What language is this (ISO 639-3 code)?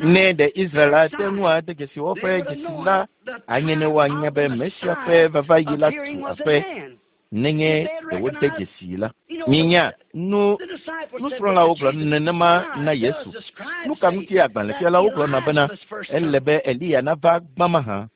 ewe